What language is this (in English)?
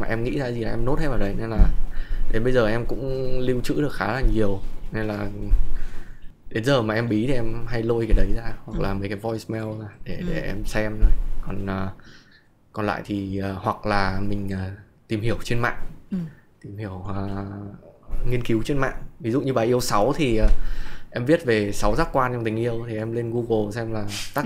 Vietnamese